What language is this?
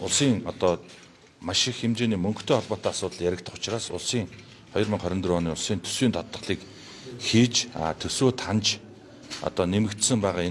Mongolian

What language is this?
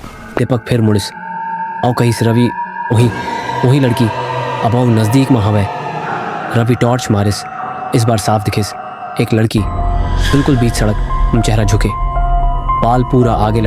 Chhattisgarhi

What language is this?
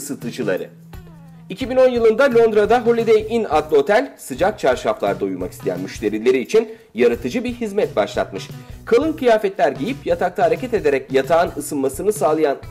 Turkish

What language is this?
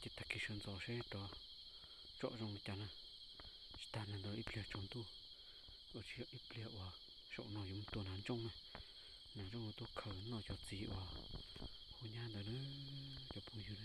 Hmong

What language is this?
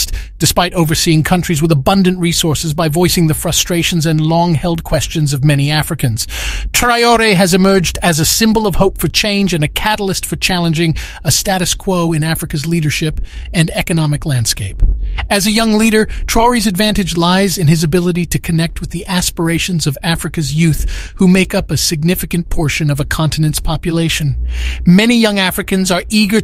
English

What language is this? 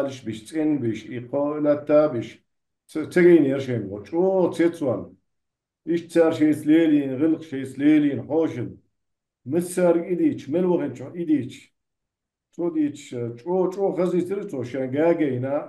Chechen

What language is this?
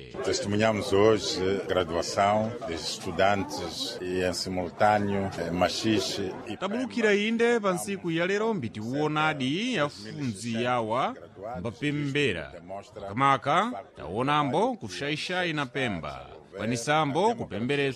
Sena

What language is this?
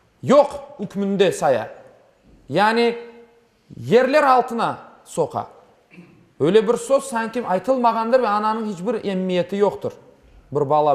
Crimean Tatar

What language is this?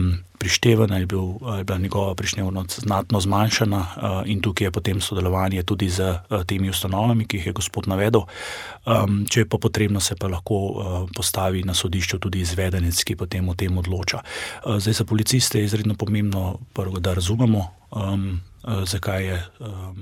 Slovenian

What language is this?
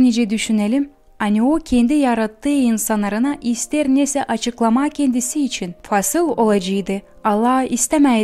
Gagauz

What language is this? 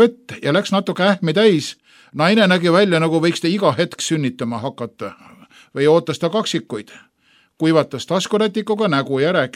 Estonian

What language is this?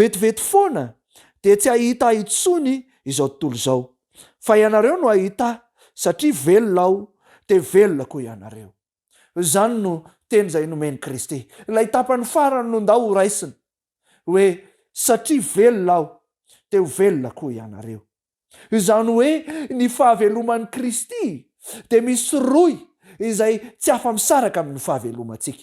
Malagasy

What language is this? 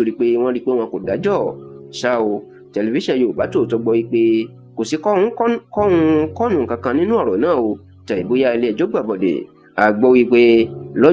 Yoruba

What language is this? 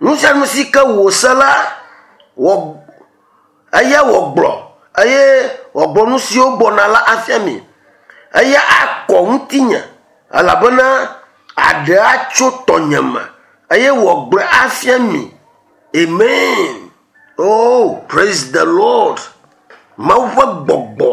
Ewe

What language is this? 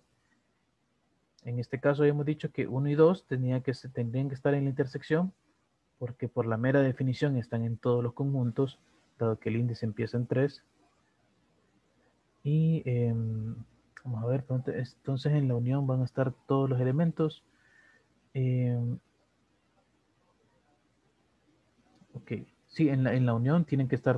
Spanish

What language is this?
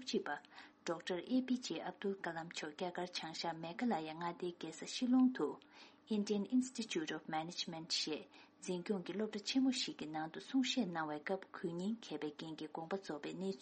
Tibetan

